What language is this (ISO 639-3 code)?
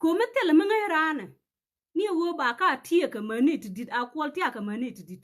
nus